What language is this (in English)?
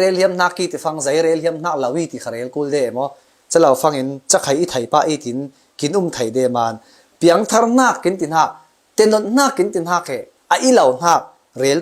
Falam Chin